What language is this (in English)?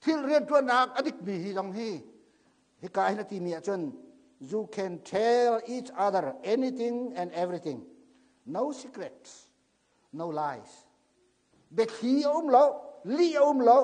Hakha Chin